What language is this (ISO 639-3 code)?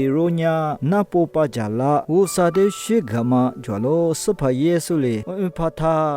lis